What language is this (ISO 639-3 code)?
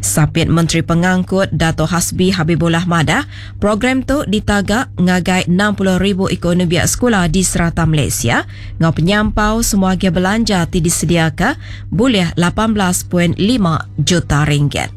iba